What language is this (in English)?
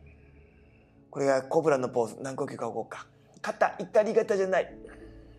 Japanese